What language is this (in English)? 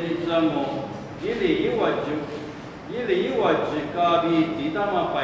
Lisu